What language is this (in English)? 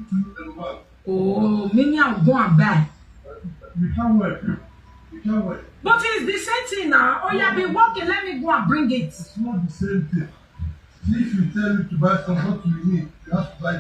Nigerian Pidgin